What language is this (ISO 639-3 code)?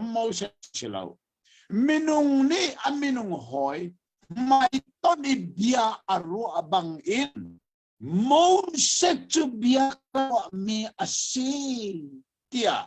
cnh